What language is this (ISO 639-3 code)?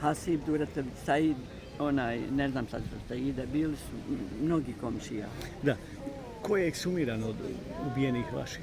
bos